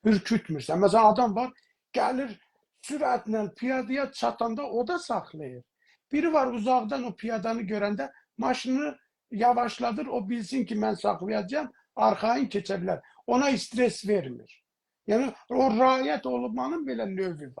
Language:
South Azerbaijani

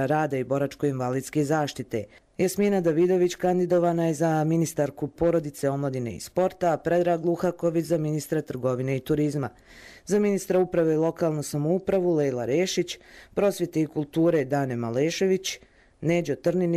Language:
Croatian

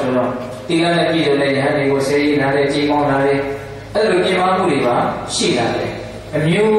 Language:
Burmese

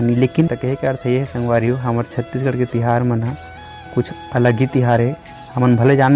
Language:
Chhattisgarhi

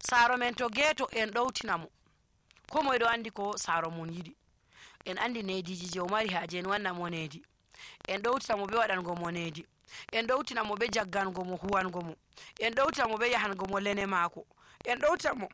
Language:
Nigerian Fulfulde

